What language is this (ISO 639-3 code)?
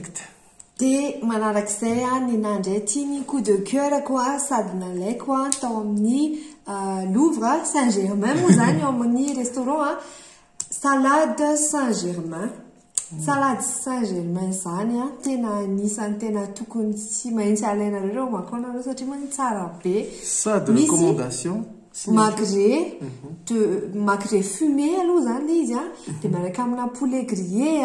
mlg